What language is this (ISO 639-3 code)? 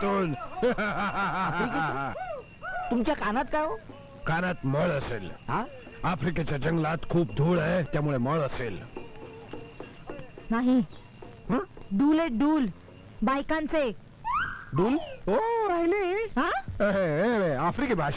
mar